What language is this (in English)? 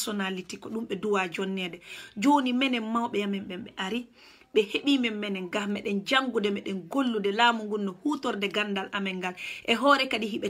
Swahili